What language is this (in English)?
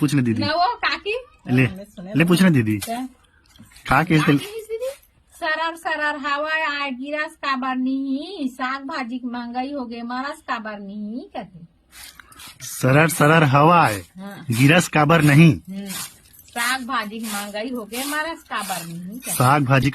Chhattisgarhi